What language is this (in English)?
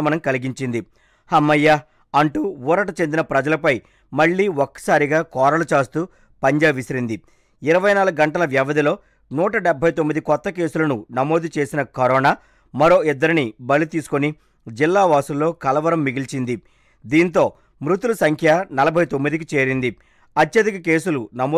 Telugu